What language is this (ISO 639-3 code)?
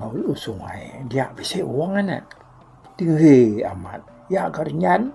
iba